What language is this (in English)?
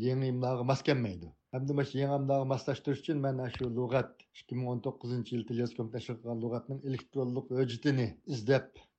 Uyghur